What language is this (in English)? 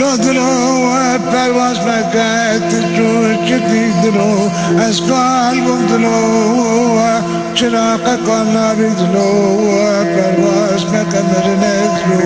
Kurdish